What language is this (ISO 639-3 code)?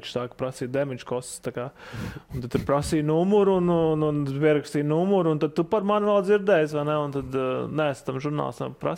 lav